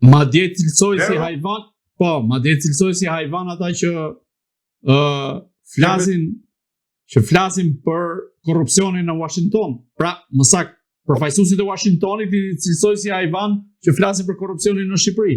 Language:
Albanian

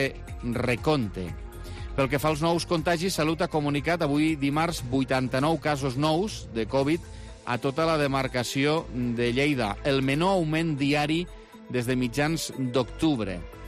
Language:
Catalan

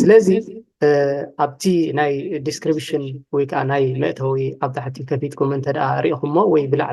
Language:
Tigrinya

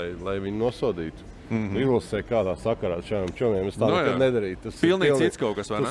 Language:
Latvian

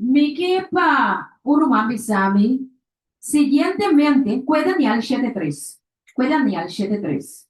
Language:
Papiamento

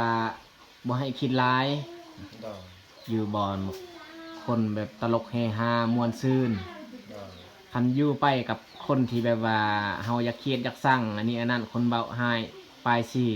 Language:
Lao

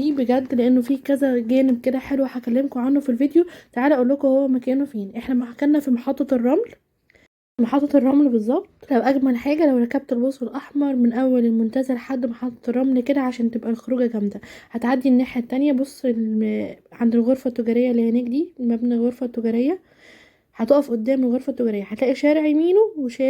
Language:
Egyptian Arabic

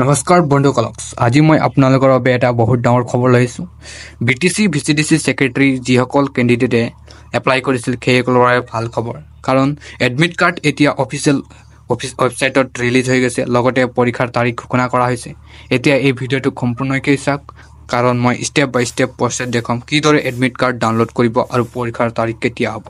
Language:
Assamese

